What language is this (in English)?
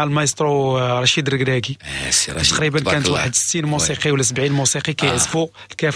Moroccan Arabic